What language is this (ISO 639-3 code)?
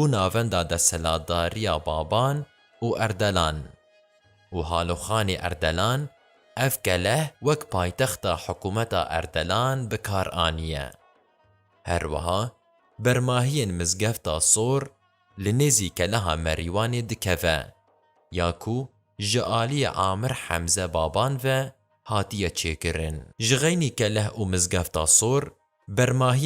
kur